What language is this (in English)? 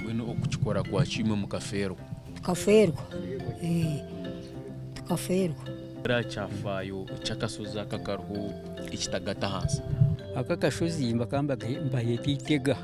Nyankole